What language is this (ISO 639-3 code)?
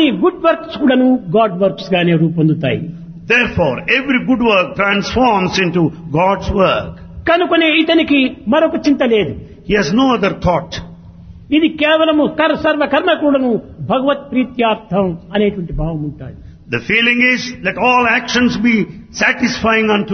tel